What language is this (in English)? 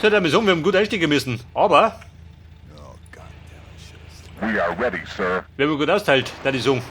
Bavarian